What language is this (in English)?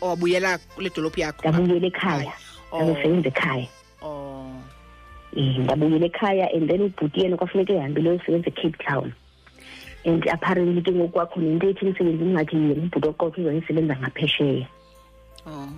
Xhosa